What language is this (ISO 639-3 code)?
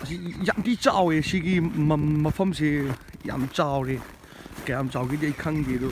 mni